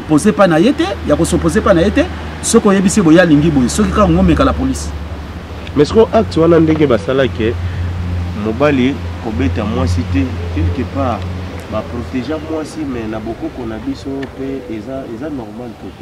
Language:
Lingala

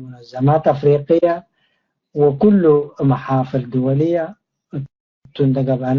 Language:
Tigre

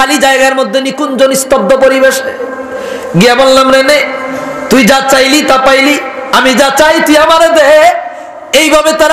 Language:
Bangla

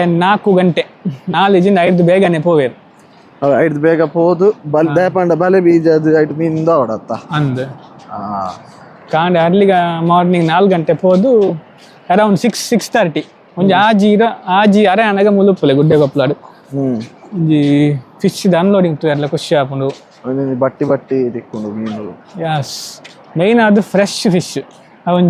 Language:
Tulu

